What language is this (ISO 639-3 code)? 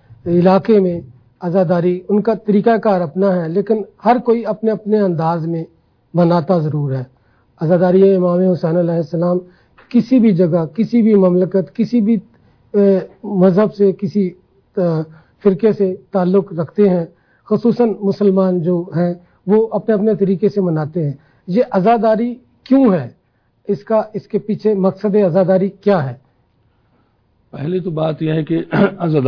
urd